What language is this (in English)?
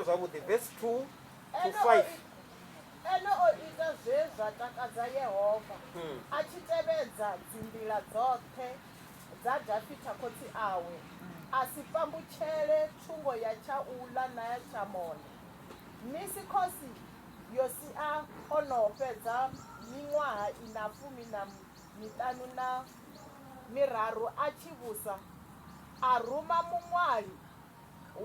Venda